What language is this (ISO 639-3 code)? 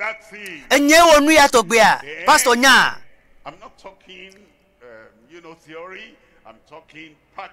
ewe